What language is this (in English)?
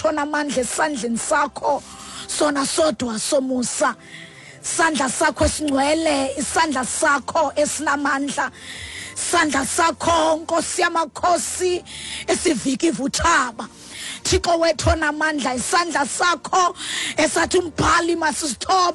Xhosa